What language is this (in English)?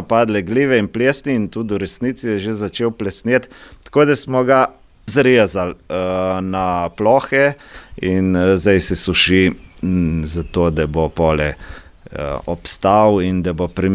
Slovenian